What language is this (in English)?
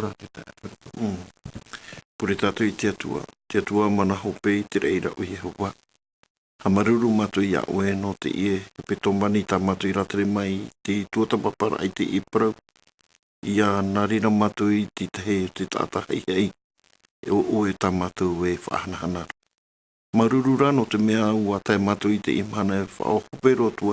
Tahitian